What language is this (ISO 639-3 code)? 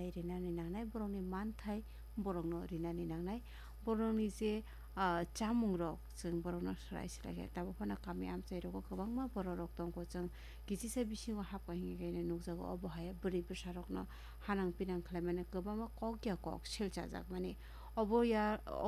trp